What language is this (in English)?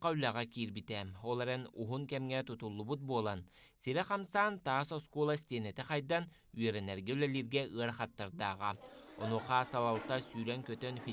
Yakut